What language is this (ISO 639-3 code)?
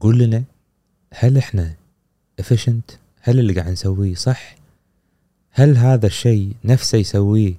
afb